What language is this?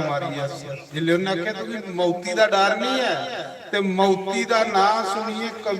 Dogri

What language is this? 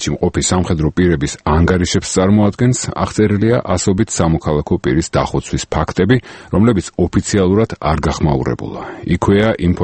Georgian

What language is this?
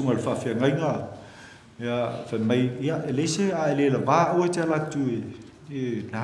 Samoan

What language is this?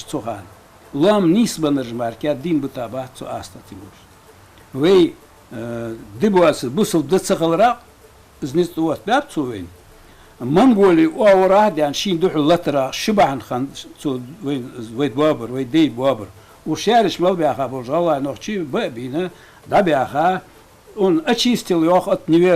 Ingush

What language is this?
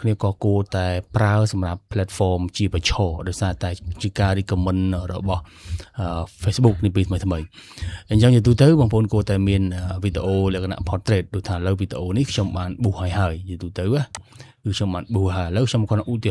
Khmer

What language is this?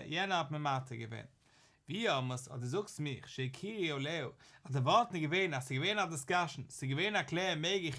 Yiddish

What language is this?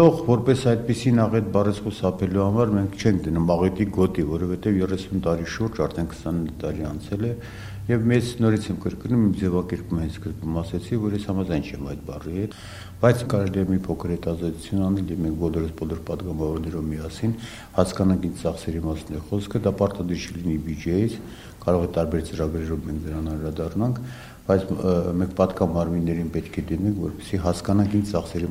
Armenian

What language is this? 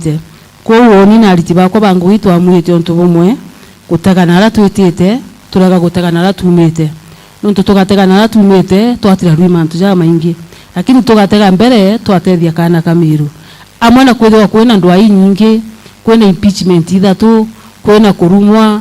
Meru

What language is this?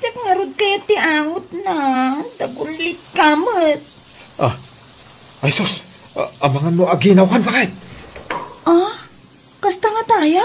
Iloko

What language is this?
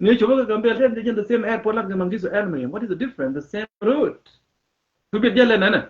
Nuer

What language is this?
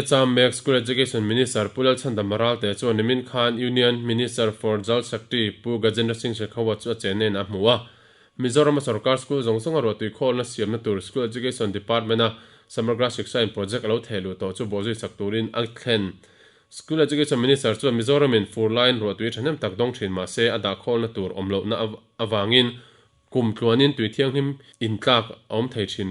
Mizo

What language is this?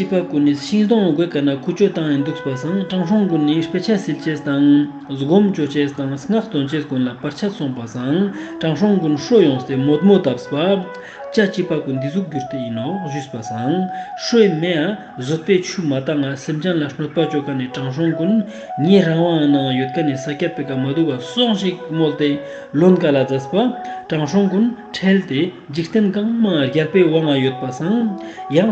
Ladakhi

